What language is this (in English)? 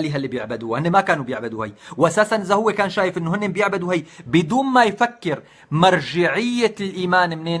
North Levantine Arabic